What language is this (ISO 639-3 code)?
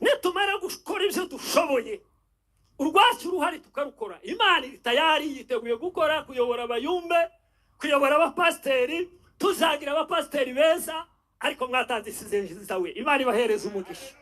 kin